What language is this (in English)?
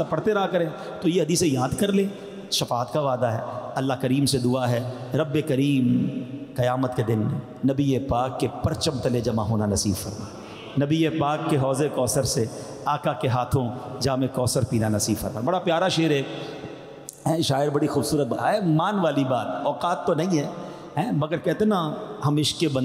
Urdu